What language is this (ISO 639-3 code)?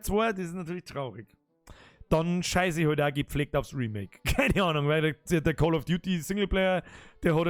bar